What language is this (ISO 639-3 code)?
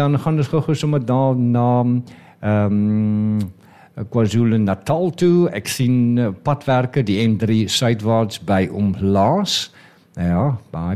afr